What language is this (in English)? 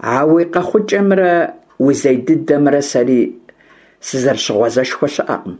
Kabardian